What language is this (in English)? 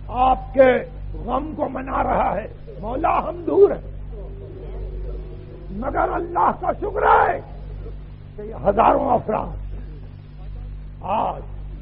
Urdu